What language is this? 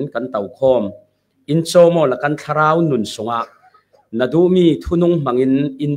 Falam Chin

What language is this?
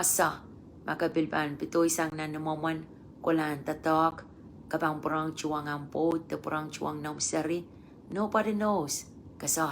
Pohnpeian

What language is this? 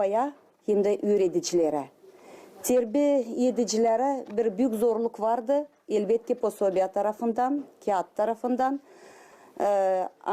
Gagauz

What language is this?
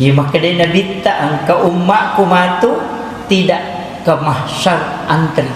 Buginese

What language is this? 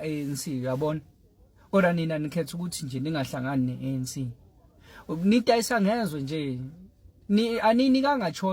Zulu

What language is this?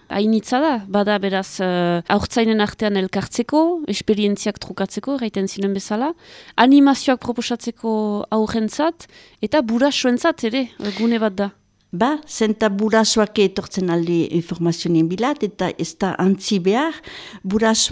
Basque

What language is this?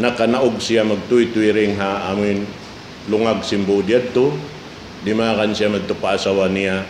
Tausug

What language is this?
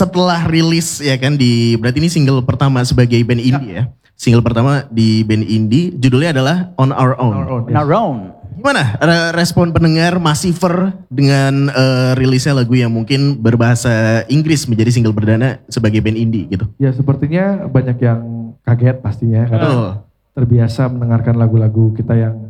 Indonesian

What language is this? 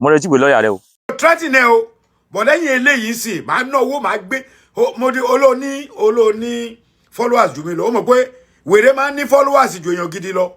Yoruba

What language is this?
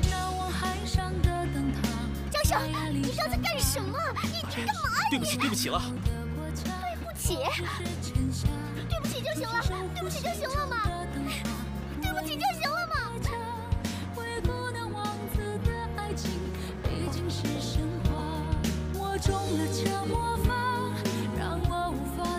Chinese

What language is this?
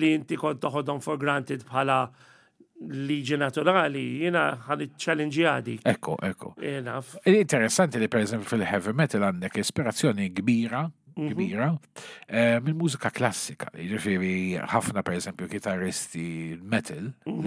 Maltese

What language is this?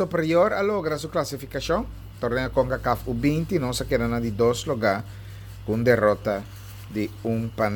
Papiamento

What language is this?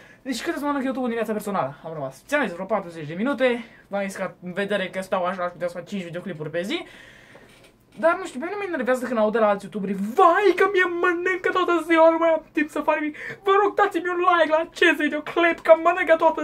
Romanian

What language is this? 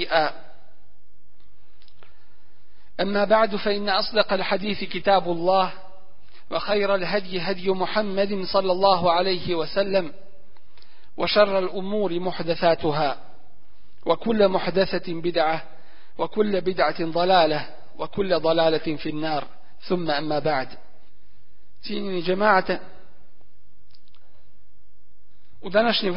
Bosnian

